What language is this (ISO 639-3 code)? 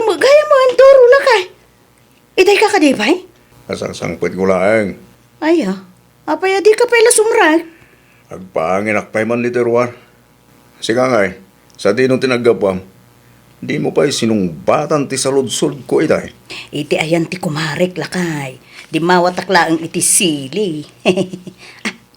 ilo